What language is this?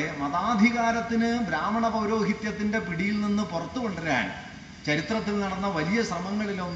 Malayalam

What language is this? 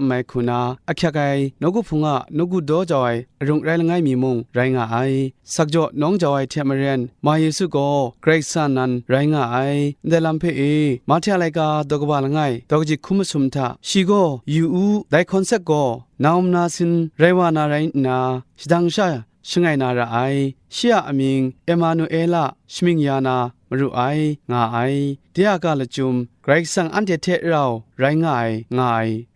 Kachin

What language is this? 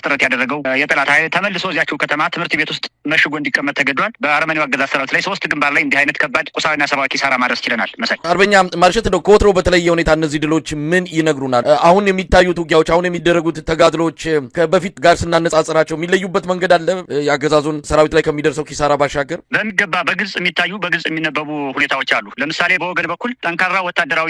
Amharic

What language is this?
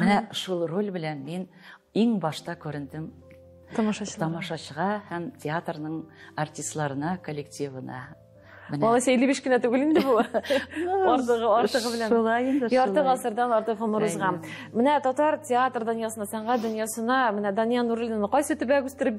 Tatar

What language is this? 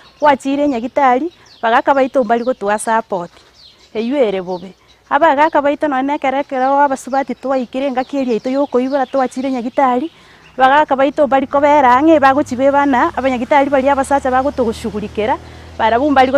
Gusii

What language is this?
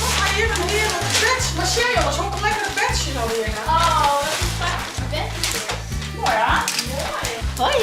Western Frisian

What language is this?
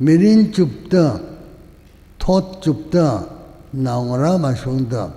Tangkhul Naga (India)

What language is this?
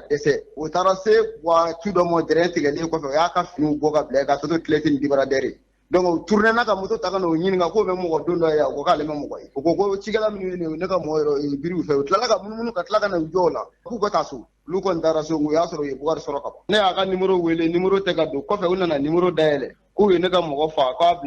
Bambara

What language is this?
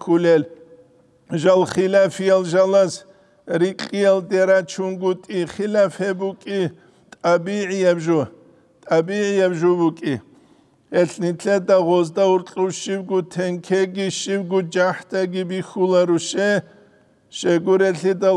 Avaric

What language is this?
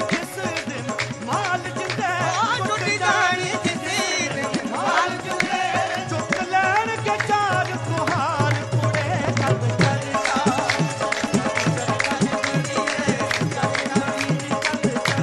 Punjabi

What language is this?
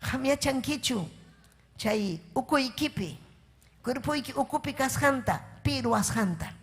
Ayacucho Quechua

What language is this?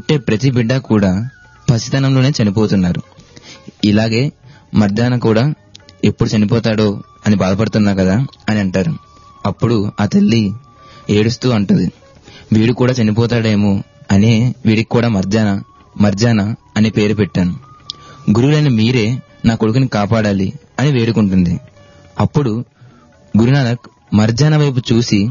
Telugu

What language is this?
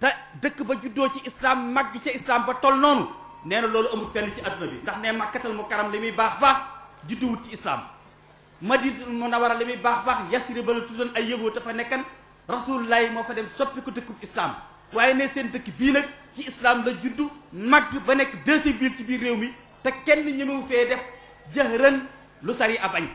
Wolof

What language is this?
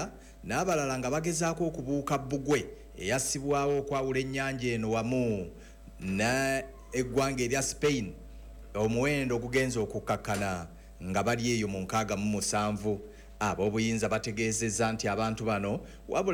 Ganda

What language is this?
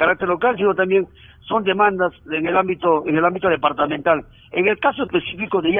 Spanish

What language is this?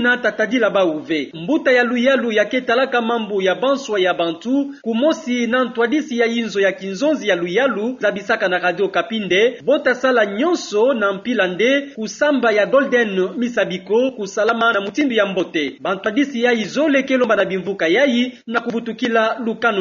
Kituba (Democratic Republic of Congo)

